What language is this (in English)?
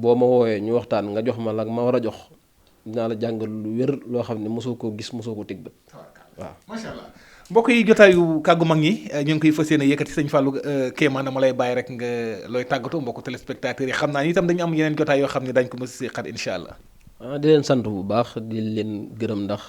Wolof